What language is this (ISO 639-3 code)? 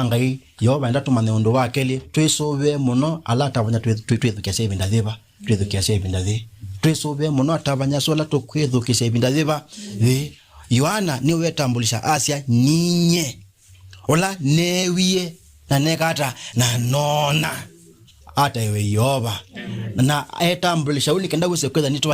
kam